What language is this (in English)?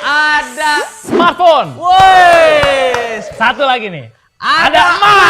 Betawi